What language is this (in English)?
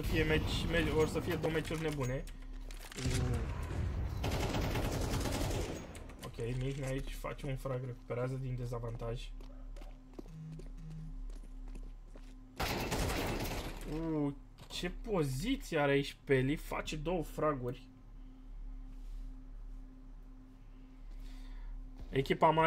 Romanian